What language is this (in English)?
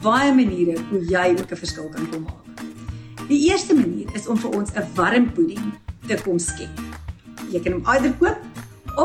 Afrikaans